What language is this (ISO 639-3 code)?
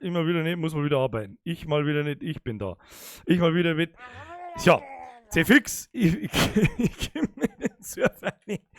bar